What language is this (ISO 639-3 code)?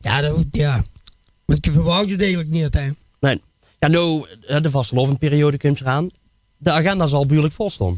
lim